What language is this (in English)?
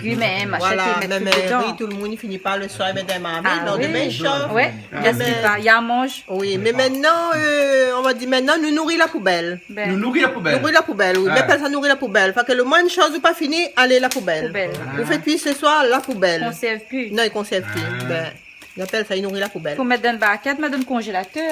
Réunion Creole French